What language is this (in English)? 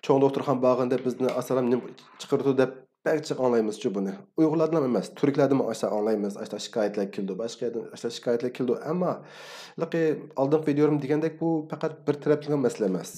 Uyghur